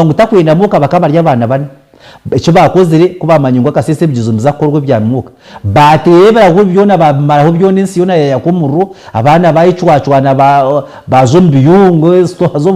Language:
Nyankole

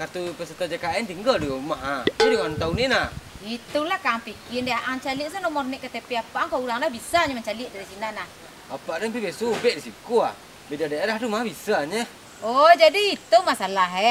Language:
Minangkabau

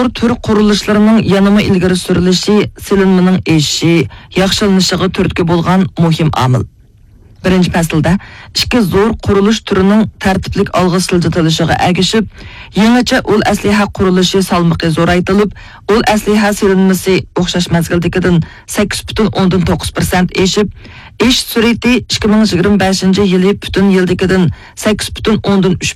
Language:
Uyghur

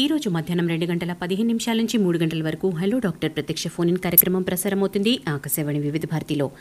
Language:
Telugu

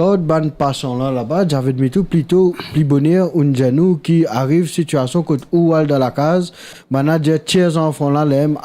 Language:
Morisyen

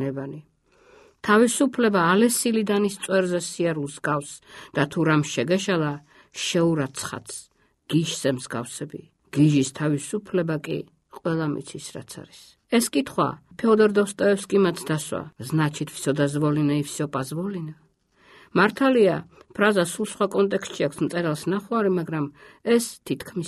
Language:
Georgian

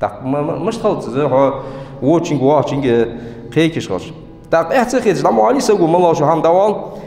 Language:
Ingush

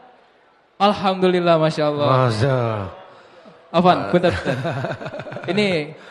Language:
Indonesian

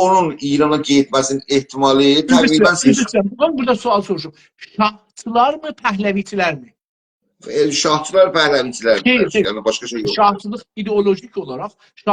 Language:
South Azerbaijani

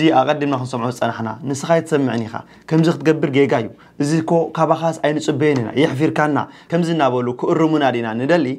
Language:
Tigrinya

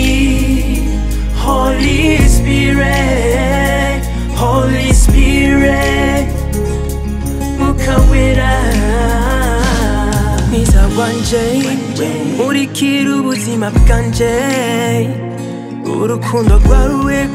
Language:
Kinyarwanda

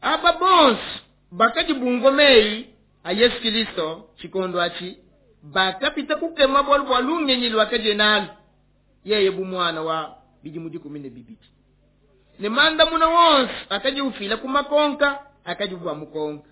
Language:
Luba-Lulua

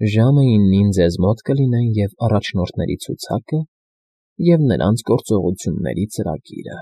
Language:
Armenian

